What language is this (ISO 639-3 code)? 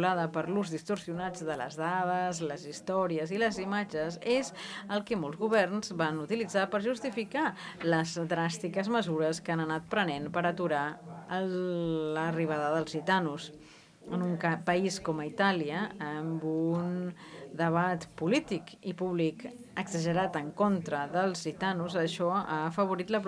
cat